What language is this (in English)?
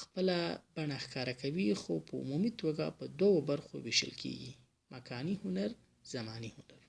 Pashto